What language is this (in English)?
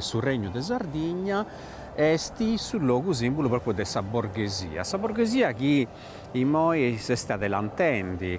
Sardinian